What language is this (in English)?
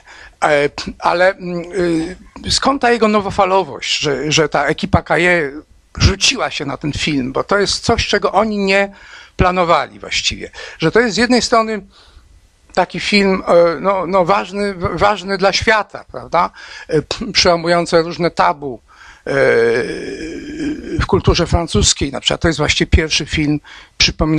Polish